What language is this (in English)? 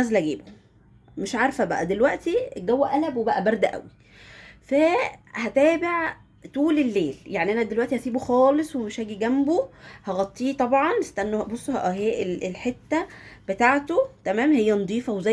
Egyptian Arabic